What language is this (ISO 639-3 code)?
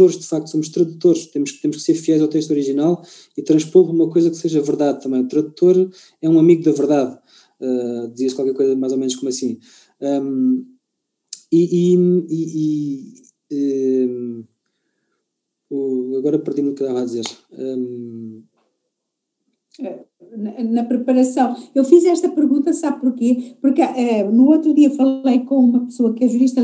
por